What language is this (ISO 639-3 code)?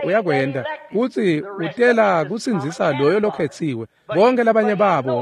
ssw